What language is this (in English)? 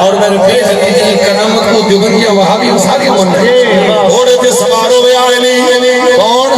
Saraiki